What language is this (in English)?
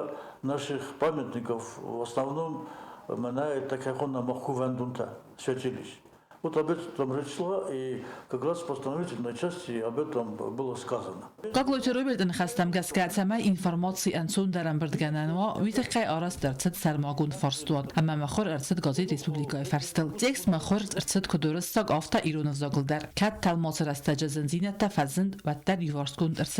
Ossetic